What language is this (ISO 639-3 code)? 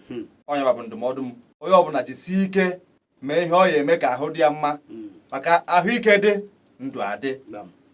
ibo